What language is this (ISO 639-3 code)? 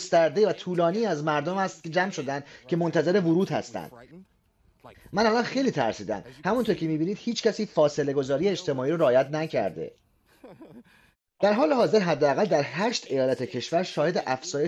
fas